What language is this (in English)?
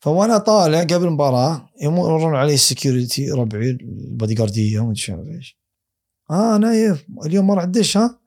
Gulf Arabic